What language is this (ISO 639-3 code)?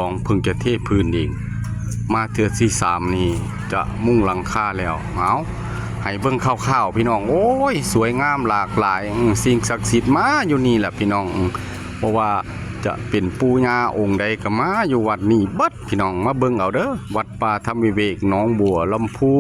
lao